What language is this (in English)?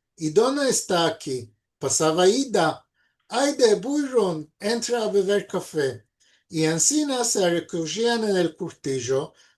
Ladino